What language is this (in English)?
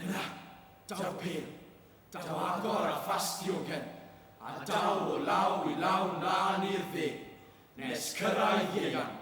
Welsh